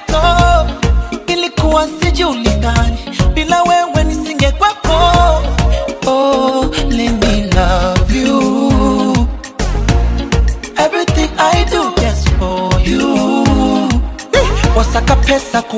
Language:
Swahili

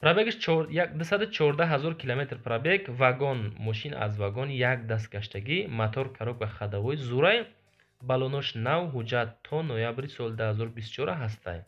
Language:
Tajik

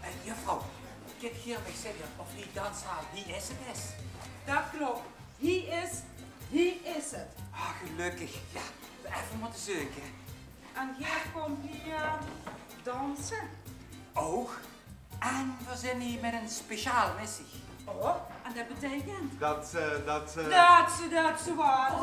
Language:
Limburgish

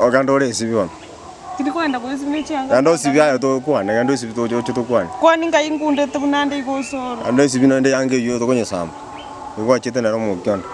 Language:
Gusii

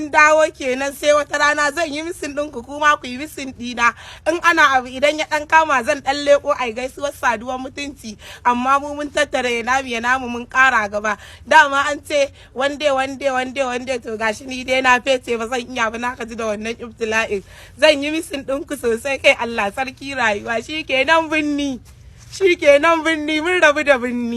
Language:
Hausa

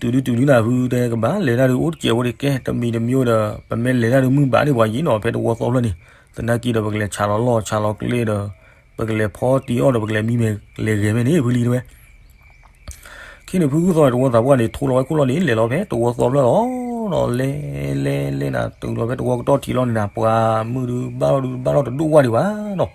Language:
S'gaw Karen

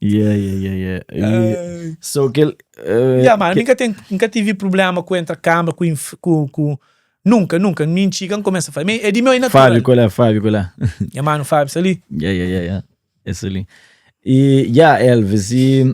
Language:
Kabuverdianu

